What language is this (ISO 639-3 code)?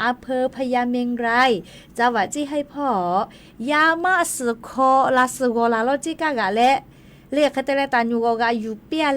lhu